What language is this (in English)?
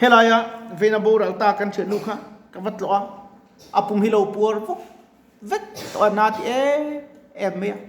Mizo